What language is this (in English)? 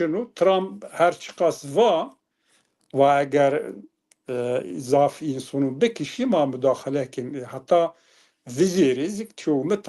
Zaza